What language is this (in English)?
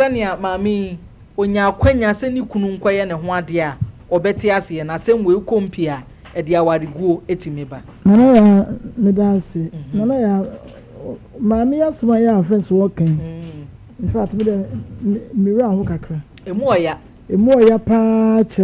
Akan